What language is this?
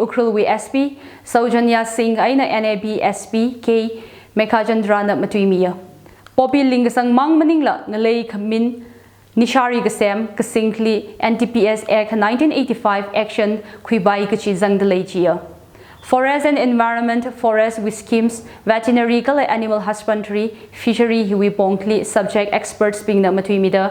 Tangkhul Naga (India)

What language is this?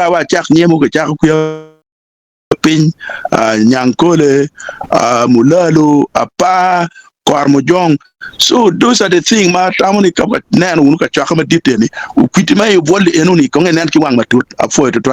Acoli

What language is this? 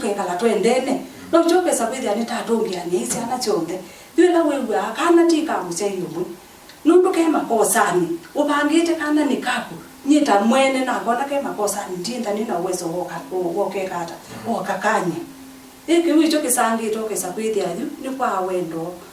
Kamba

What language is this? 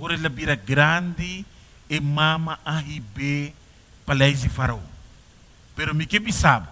Papiamento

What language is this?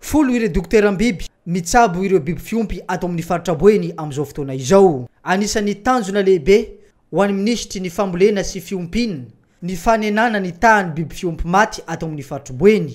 Malagasy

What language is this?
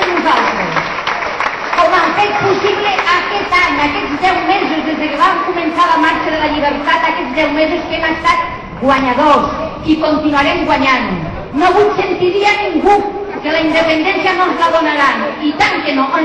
Catalan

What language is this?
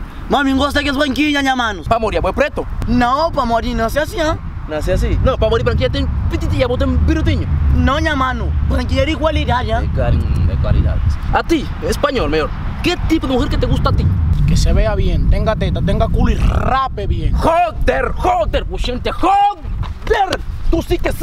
Kabuverdianu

